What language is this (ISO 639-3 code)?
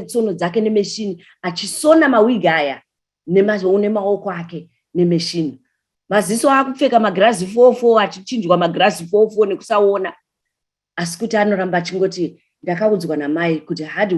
sna